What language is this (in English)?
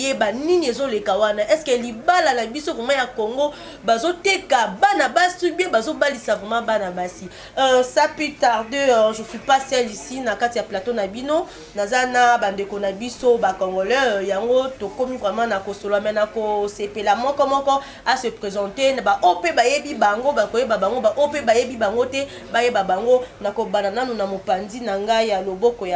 Lingala